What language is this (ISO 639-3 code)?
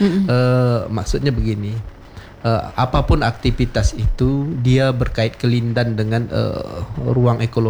ind